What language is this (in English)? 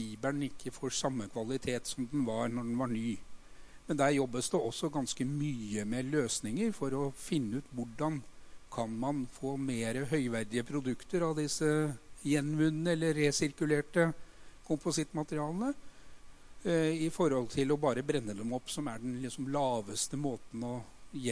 Norwegian